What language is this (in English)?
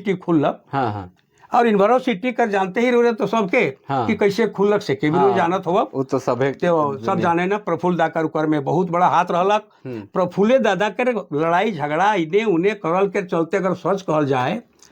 Sadri